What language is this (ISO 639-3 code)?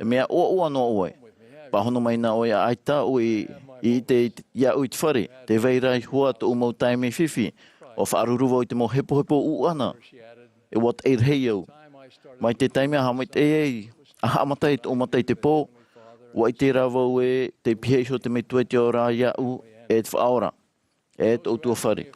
tah